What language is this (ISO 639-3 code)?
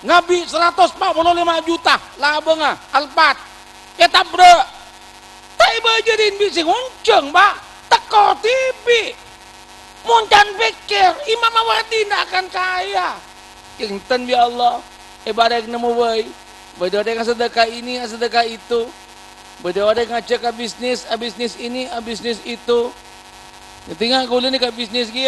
mad